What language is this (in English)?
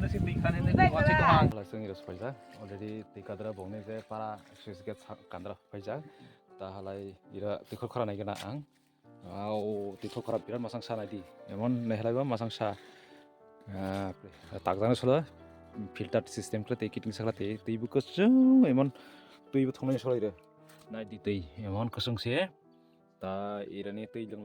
Kok Borok